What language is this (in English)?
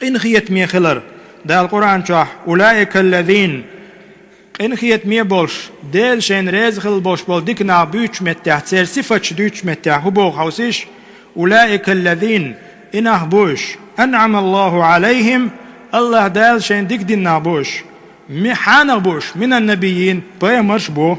Chechen